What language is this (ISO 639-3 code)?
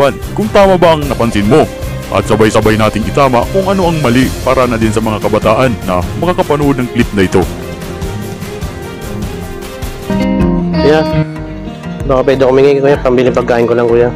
fil